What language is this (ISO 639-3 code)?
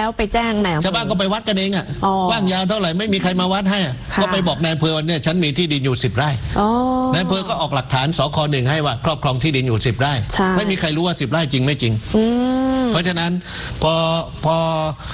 tha